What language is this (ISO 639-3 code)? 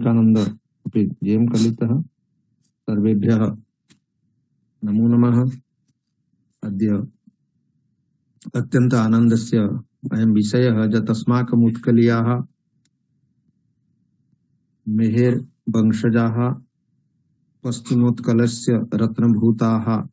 san